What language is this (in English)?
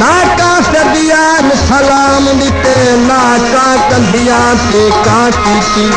Saraiki